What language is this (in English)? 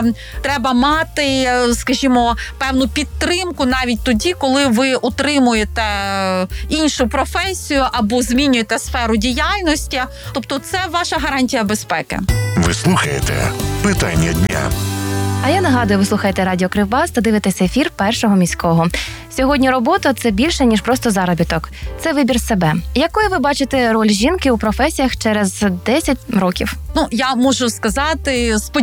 Ukrainian